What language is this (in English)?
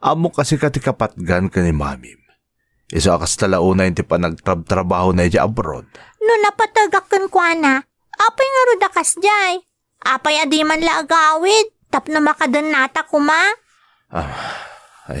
Iloko